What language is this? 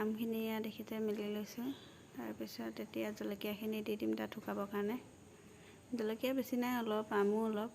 Assamese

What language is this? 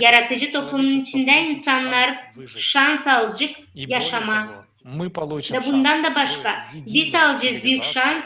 Gagauz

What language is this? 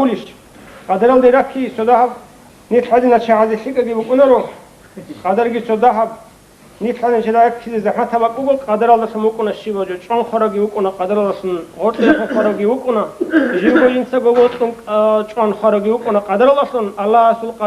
Avaric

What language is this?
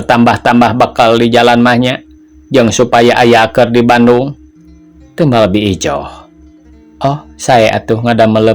Sundanese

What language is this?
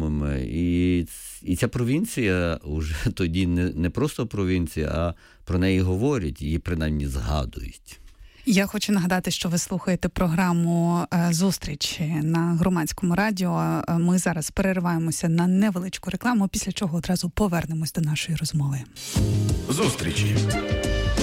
Ukrainian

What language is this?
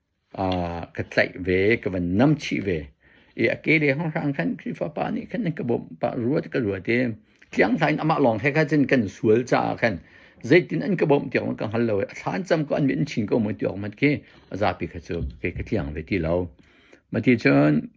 Hakha Chin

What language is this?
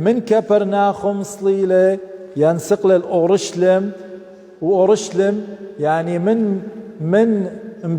Assyrian Neo-Aramaic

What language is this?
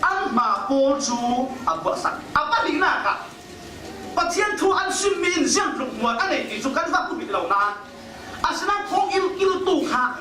Falam Chin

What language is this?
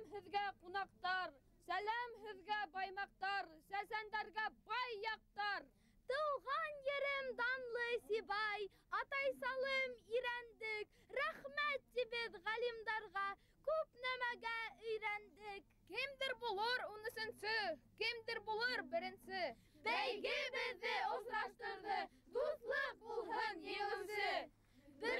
Bashkir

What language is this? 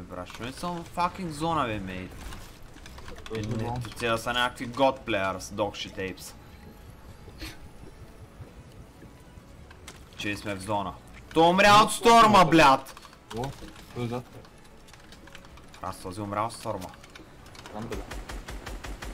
Bulgarian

